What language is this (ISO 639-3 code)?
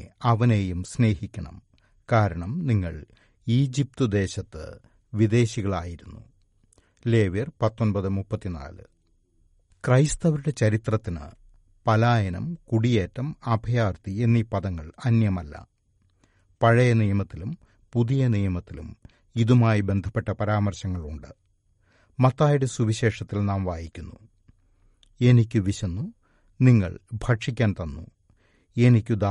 mal